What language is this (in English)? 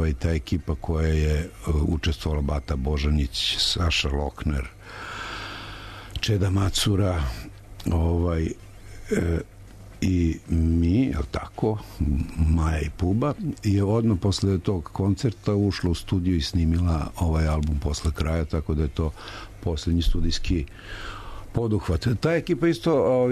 Serbian